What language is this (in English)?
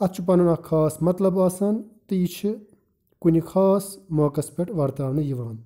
Kashmiri